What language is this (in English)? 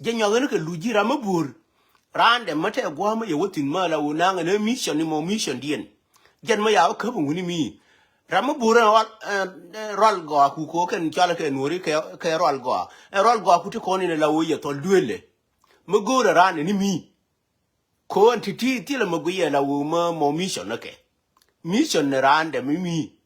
Nuer